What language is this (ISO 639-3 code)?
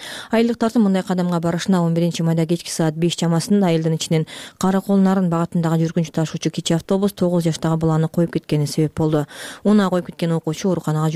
kir